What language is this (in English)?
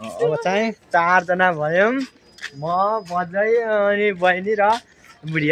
Nepali